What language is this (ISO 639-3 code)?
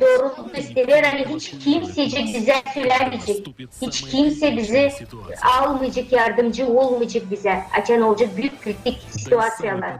gag